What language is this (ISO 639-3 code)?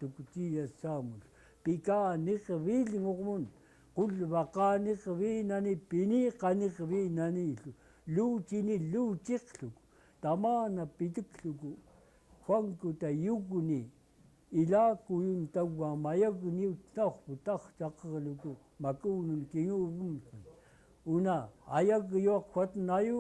esu